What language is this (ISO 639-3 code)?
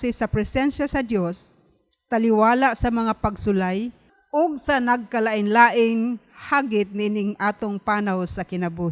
ceb